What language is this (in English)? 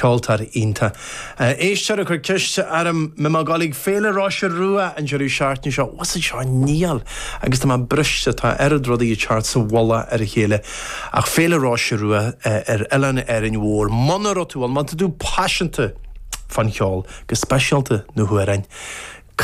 Irish